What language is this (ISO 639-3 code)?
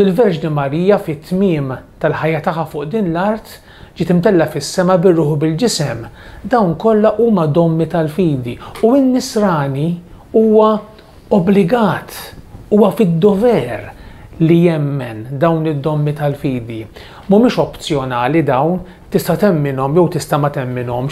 mlt